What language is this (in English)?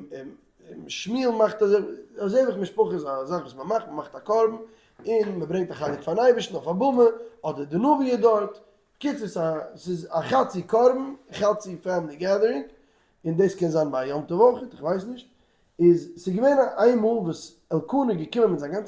Yiddish